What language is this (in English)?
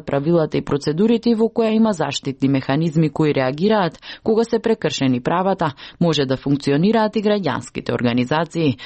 Macedonian